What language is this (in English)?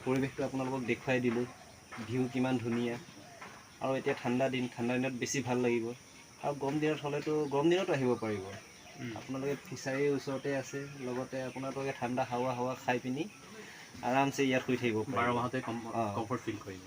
Assamese